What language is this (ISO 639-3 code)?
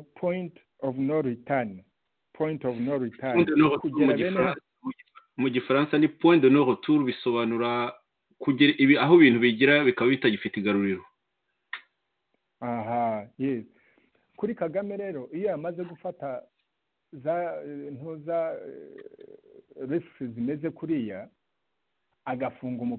kin